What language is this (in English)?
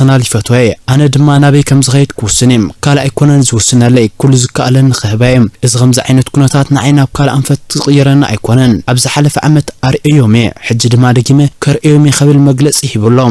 Tigrinya